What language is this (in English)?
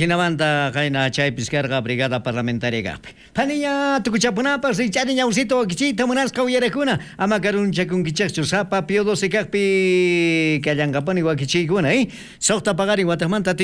South Bolivian Quechua